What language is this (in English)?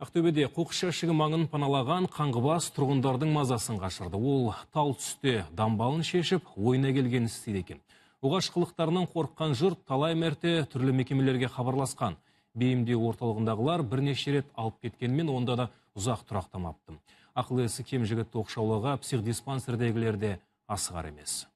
Kazakh